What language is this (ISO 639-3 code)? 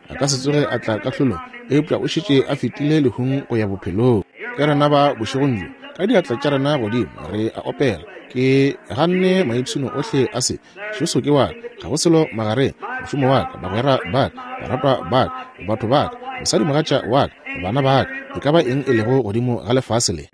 nso